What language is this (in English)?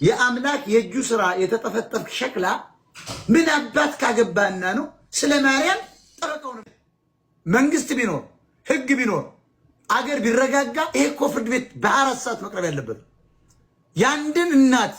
Amharic